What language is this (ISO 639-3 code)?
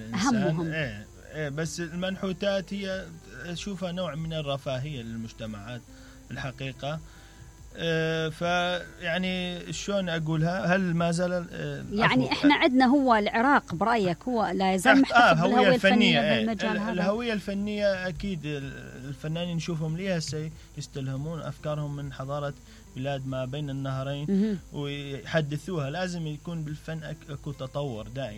acm